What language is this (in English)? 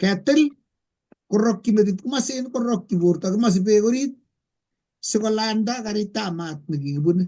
Kalenjin